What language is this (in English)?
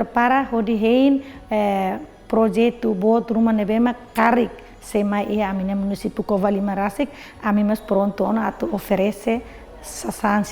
Tetum